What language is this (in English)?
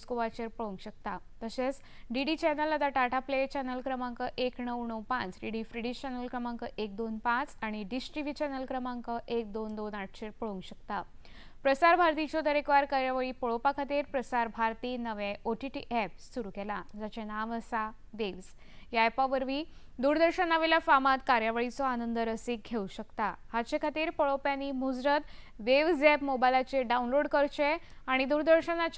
Konkani